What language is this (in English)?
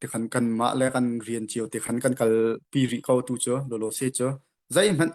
Hakha Chin